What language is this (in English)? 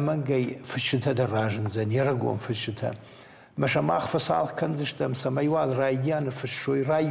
Ossetic